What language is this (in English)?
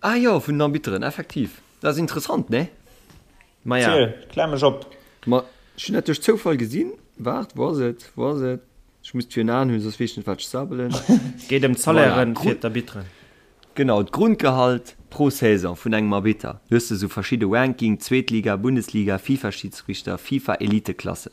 Luxembourgish